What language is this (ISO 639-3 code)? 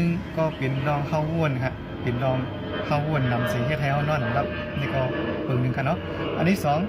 shn